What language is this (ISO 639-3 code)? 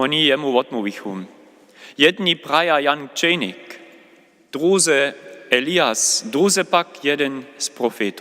hsb